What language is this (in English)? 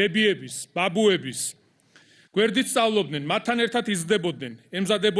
Georgian